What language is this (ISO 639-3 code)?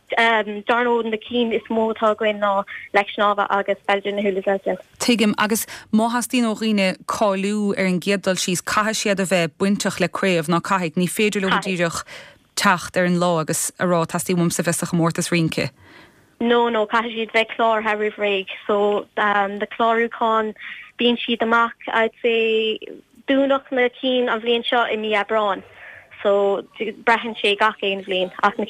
gle